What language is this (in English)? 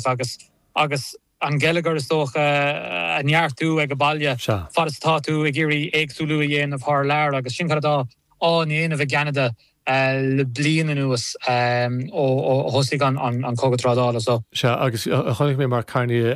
Irish